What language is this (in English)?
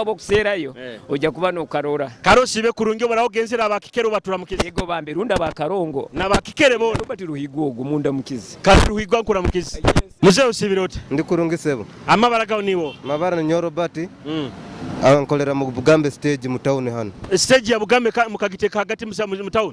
Nyoro